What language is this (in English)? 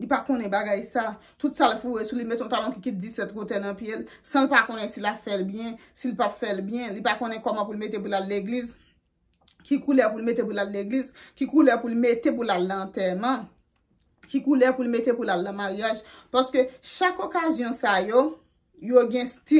Haitian Creole